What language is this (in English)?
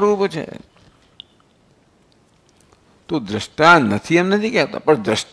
Gujarati